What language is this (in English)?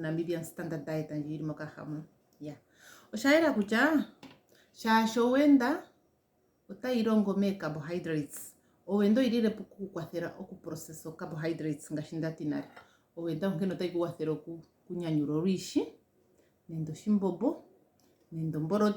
Ndonga